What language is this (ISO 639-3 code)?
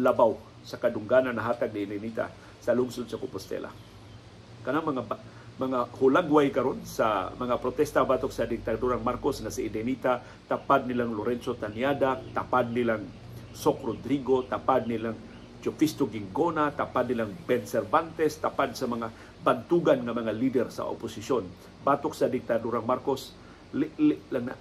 ceb